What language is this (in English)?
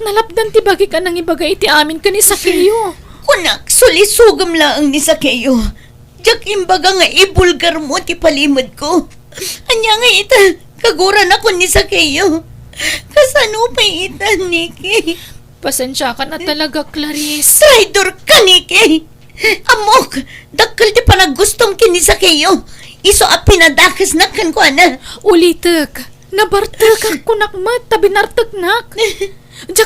Iloko